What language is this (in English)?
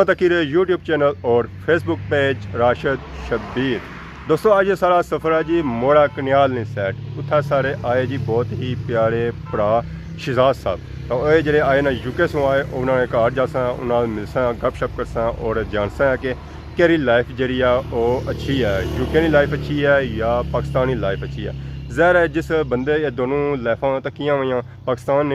Pahari-Potwari